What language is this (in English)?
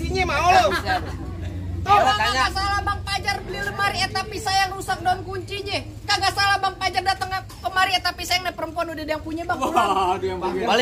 Betawi